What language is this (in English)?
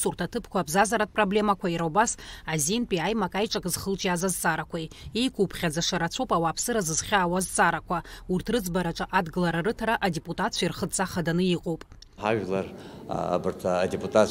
Abkhazian